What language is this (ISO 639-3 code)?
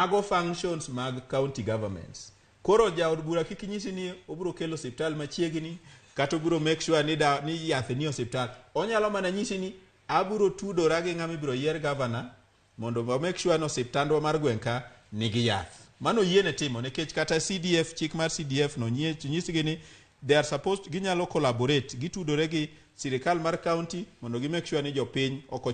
luo